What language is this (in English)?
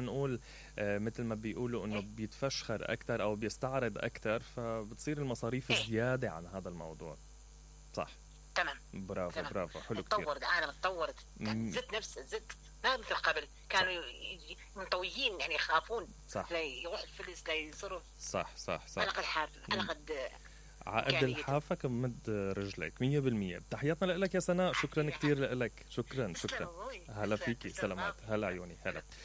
Mesopotamian Arabic